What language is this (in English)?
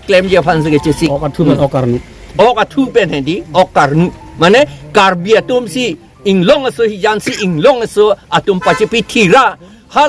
Karbi